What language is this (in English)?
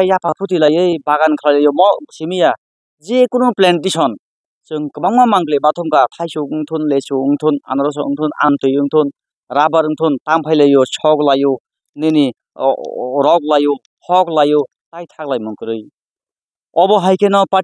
Kok Borok